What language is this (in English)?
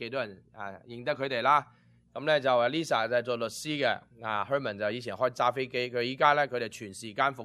Cantonese